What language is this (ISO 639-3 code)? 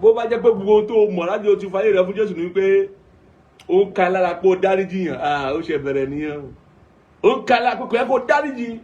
yor